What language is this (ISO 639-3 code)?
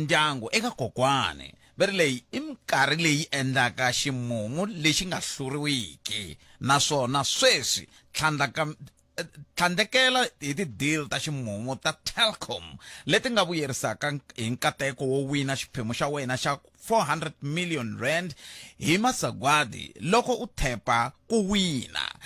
tso